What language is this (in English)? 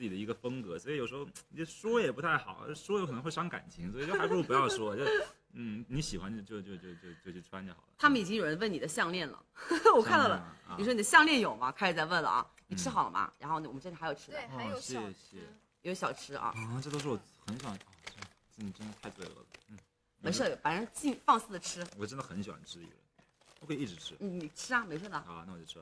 Chinese